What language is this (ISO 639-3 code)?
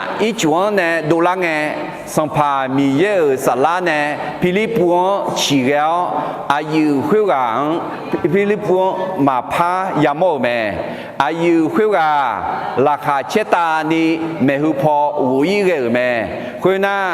ahk